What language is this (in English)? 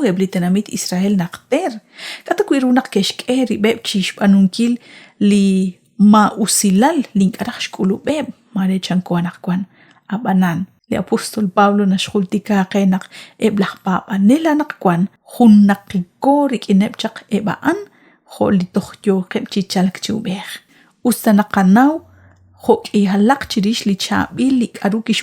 Kekchí